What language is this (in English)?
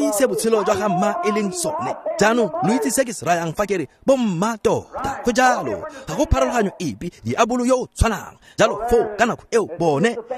Tswana